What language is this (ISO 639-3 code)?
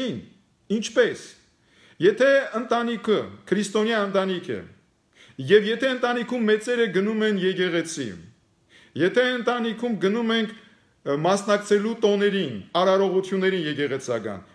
hye